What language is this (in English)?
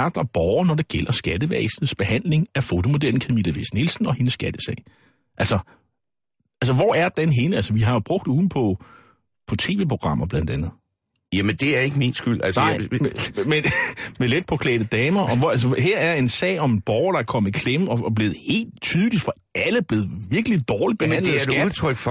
Danish